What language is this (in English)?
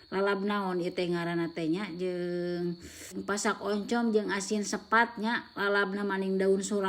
Sundanese